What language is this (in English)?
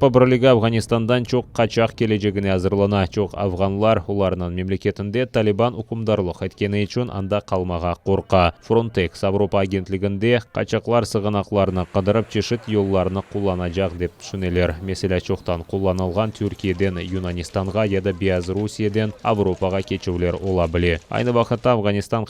Crimean Tatar